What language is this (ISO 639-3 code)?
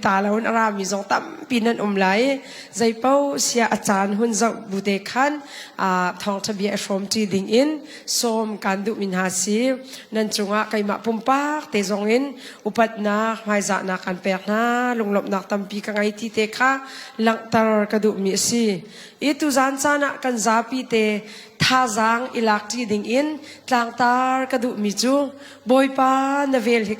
cnh